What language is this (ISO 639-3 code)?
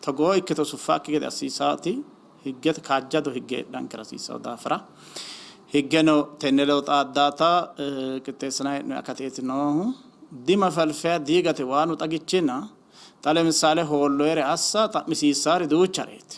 sid